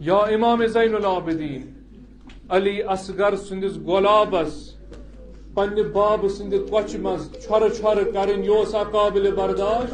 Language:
Kashmiri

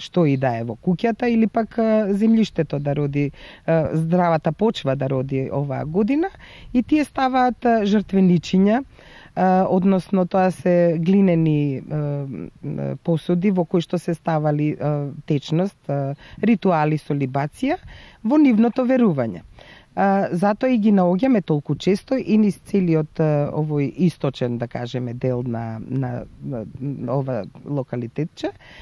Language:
Macedonian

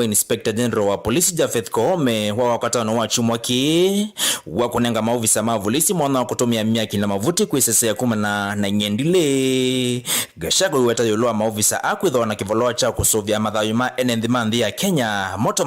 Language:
Kamba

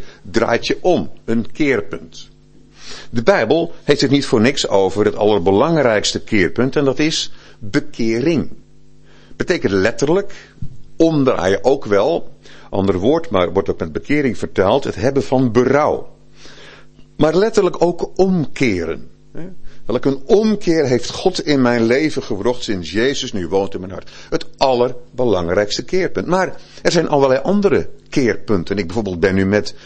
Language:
Dutch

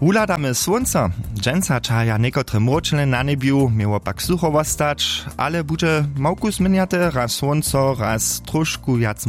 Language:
Upper Sorbian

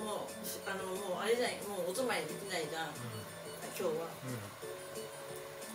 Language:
Japanese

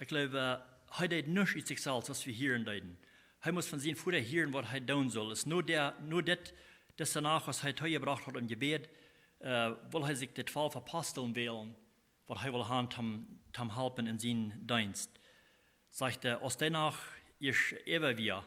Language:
Plautdietsch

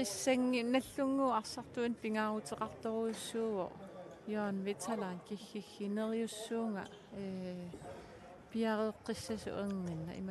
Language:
Kalaallisut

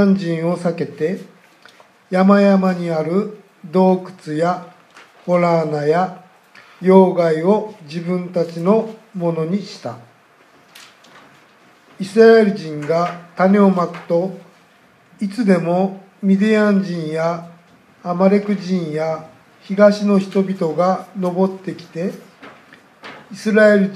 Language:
Japanese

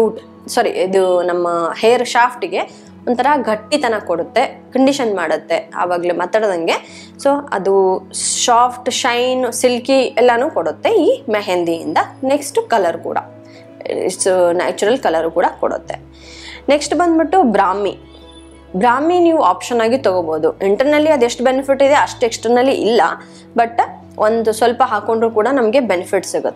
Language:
Kannada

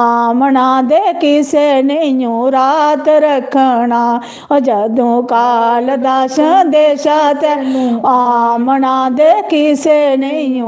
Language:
Dogri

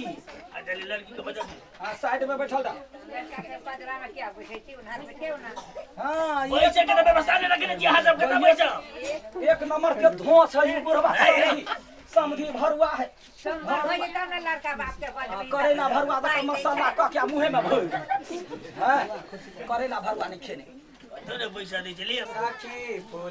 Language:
Maithili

